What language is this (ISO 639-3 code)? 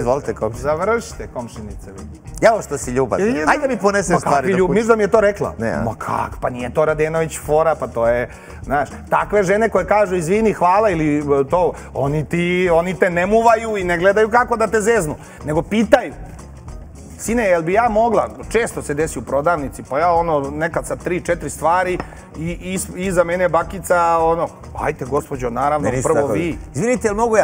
srp